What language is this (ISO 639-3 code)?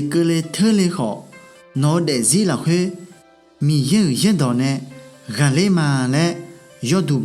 ahk